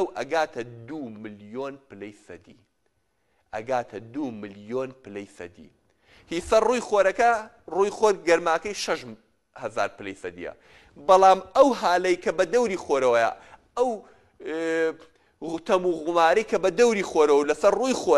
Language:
Central Kurdish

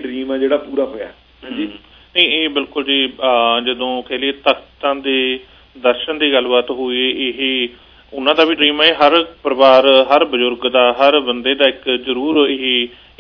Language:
Punjabi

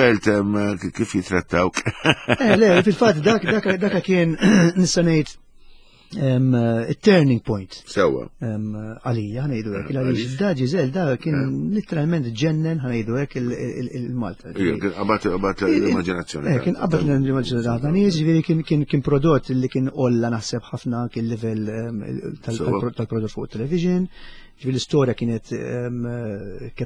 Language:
Maltese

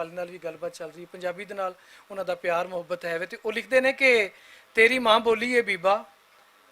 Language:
Western Panjabi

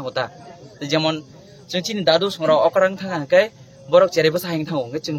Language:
Kok Borok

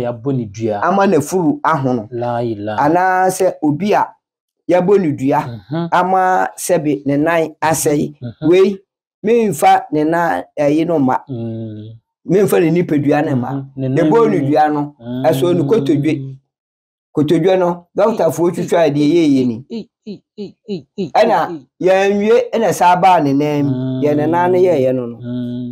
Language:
Akan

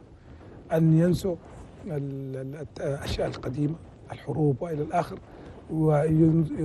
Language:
Chadian Arabic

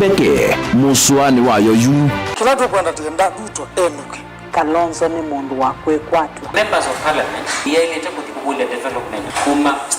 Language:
Kamba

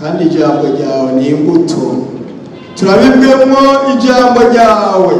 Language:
Rundi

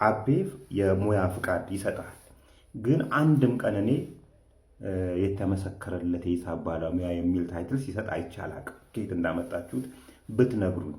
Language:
Amharic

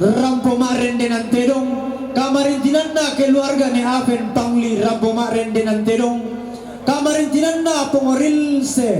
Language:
Toraja-Sa'dan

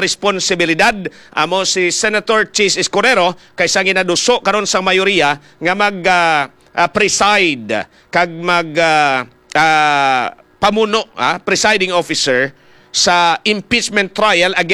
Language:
Hiligaynon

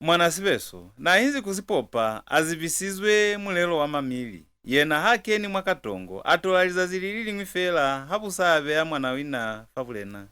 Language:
Lozi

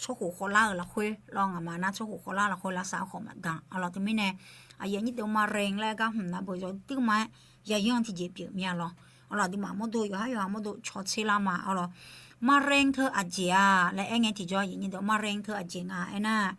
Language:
Akha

